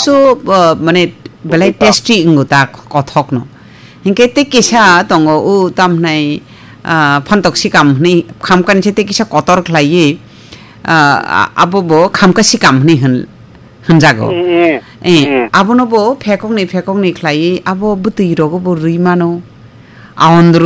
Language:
Kok Borok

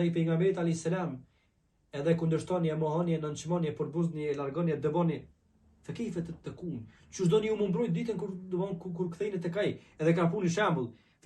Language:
Albanian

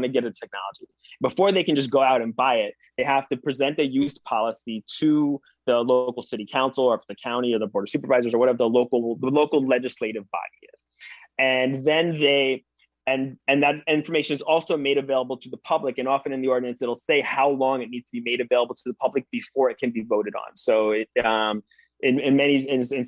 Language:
English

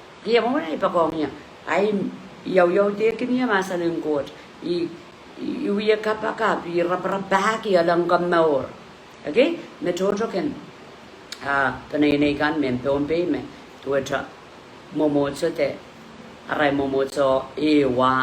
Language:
Pohnpeian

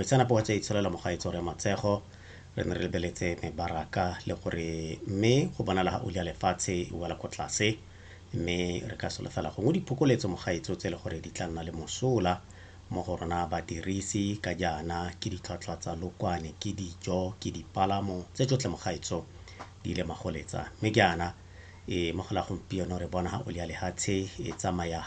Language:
Tswana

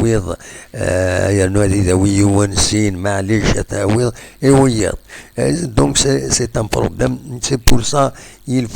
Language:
Kabyle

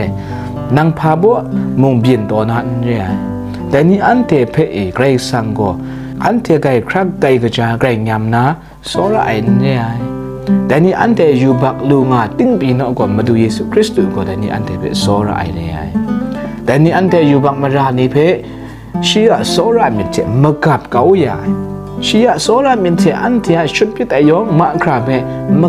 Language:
Kachin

